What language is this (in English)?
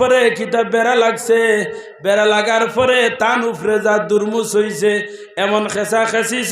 Sylheti